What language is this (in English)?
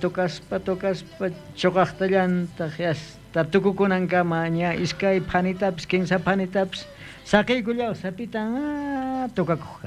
South Bolivian Quechua